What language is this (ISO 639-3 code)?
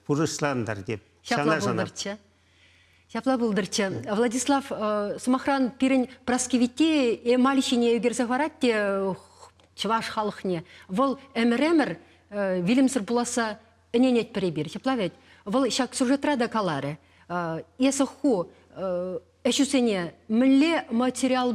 chv